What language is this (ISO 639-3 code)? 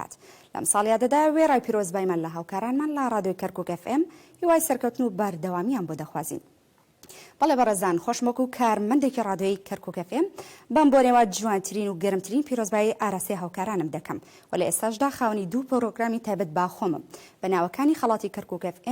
ckb